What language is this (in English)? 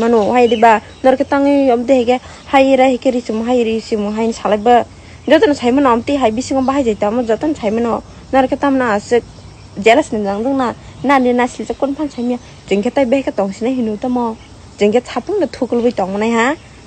Kok Borok